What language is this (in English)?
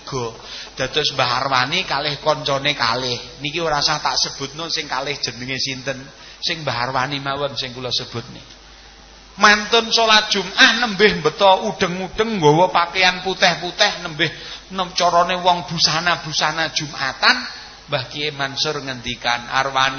Javanese